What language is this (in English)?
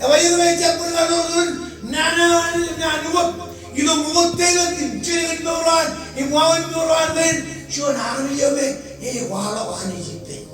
Marshallese